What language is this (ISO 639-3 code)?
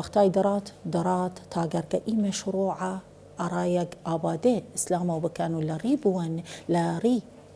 sdh